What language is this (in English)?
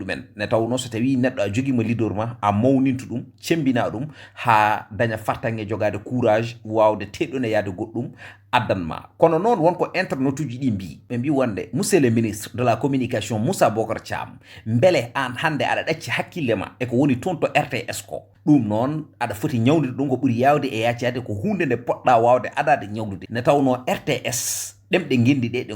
Fula